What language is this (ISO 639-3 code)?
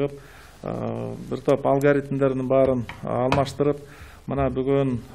kir